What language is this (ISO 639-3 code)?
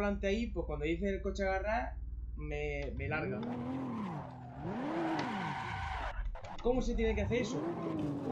spa